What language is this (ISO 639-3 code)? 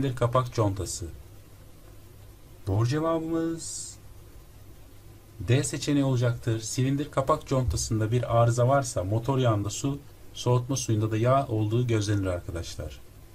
tur